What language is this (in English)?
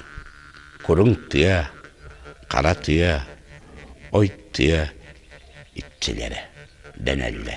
Yakut